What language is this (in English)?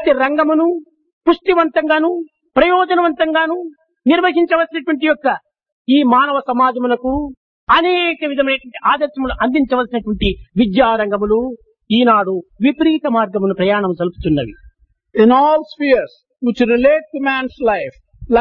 Telugu